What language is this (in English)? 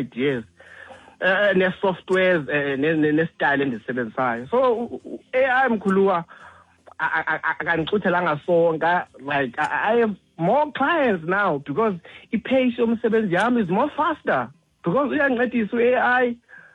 Xhosa